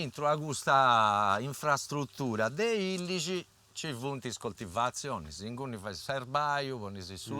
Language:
Sardinian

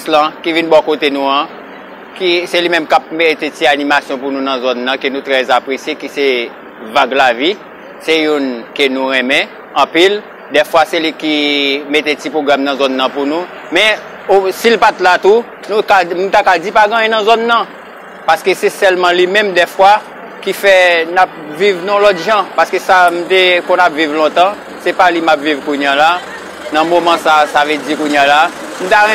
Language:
Haitian Creole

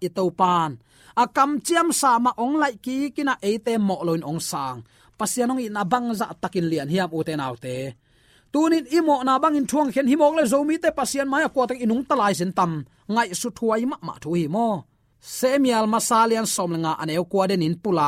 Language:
Tedim Chin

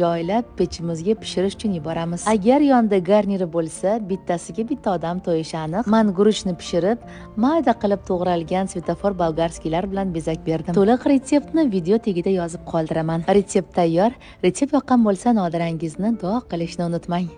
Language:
Uzbek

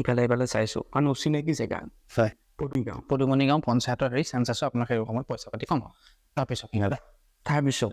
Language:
Assamese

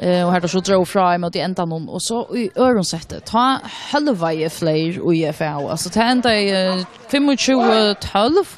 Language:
Faroese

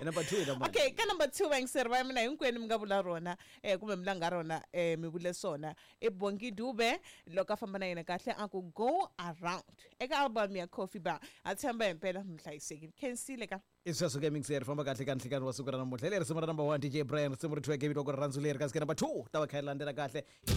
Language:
Tsonga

